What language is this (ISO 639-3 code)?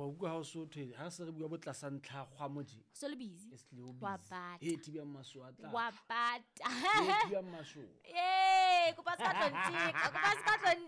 sot